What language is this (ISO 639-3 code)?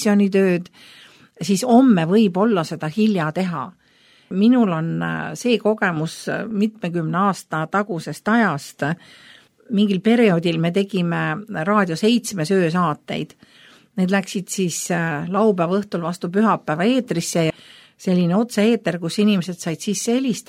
est